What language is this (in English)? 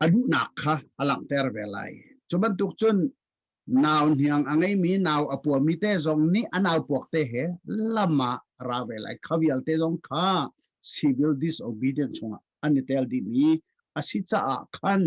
Hakha Chin